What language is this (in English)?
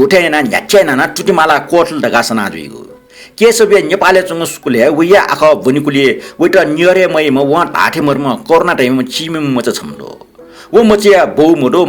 Newari